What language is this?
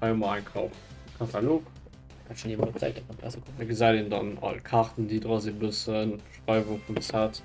Luxembourgish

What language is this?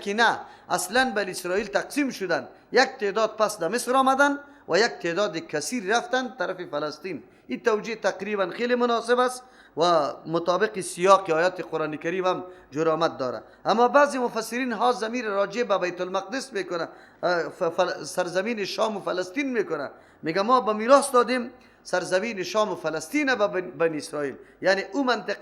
Persian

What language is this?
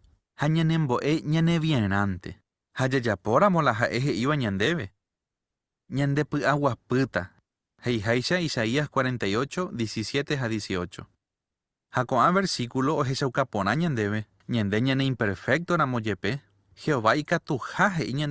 Guarani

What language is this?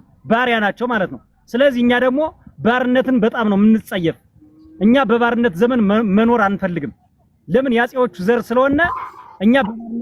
Amharic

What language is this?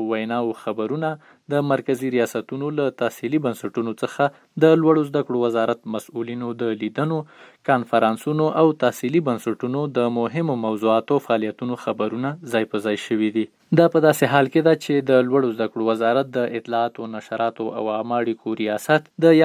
Pashto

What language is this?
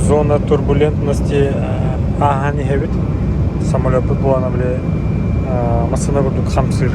Yakut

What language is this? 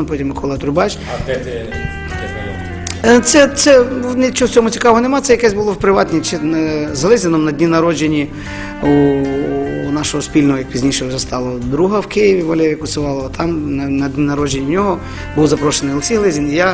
Ukrainian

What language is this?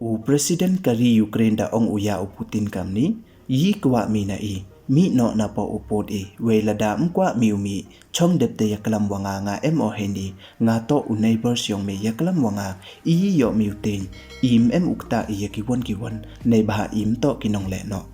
Pnar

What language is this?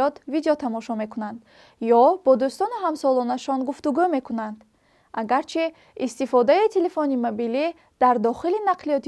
Tajik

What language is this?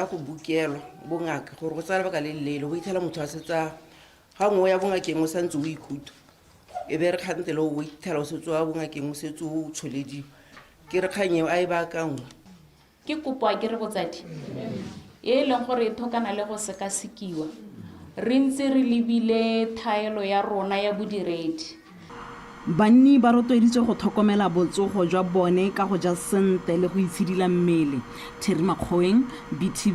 Tswana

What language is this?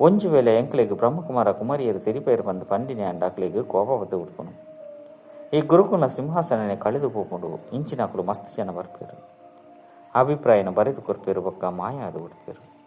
Tulu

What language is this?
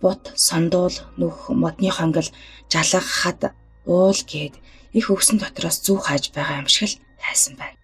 Mongolian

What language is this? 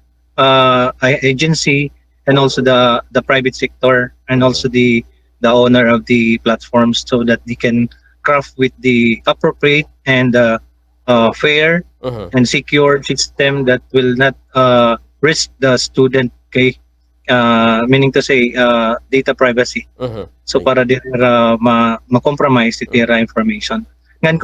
Waray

